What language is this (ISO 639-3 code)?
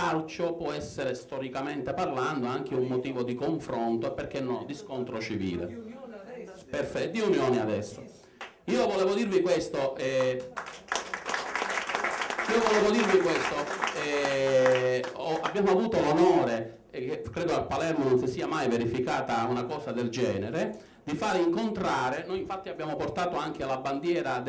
ita